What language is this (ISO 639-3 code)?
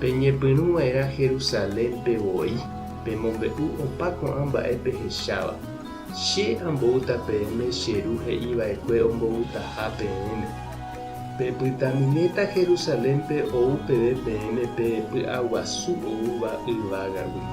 grn